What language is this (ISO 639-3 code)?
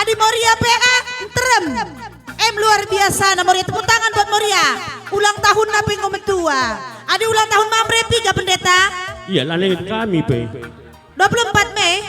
btx